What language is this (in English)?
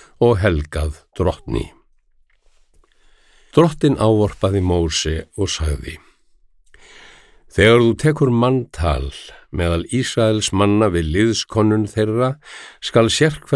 Icelandic